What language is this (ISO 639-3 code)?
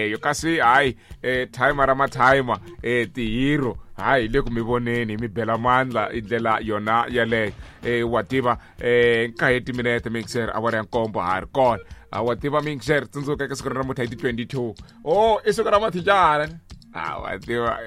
tso